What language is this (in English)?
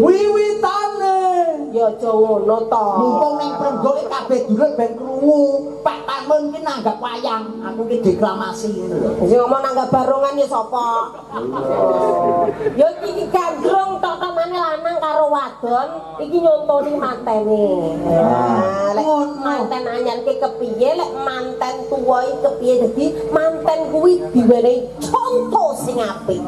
Javanese